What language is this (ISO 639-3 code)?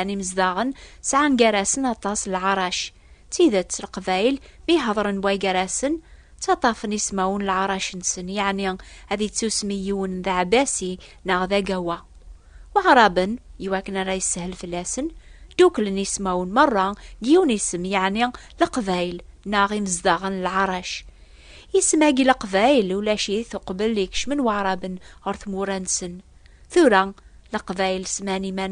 kab